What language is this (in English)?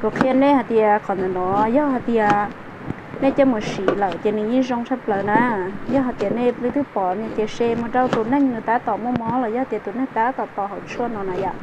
Hmong